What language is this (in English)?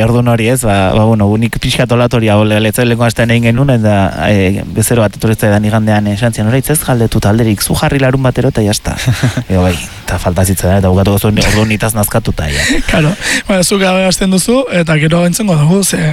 Basque